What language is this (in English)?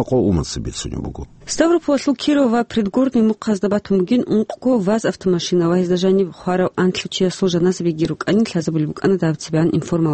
Avaric